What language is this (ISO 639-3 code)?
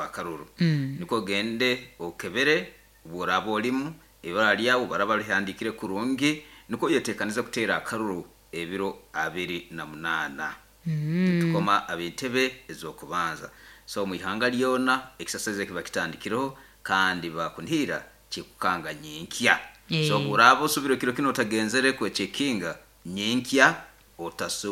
nyo